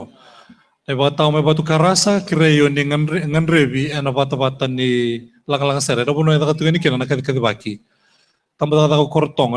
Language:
Fijian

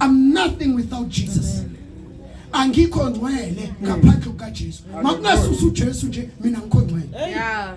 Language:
Zulu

